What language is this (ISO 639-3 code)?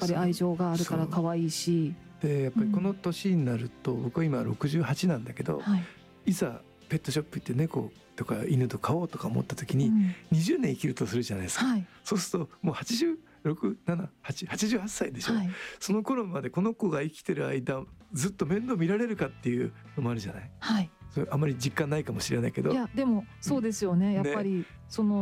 jpn